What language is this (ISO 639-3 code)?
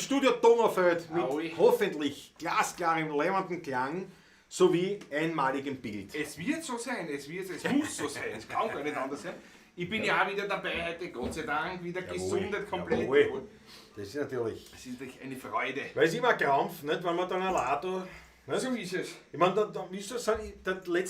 bar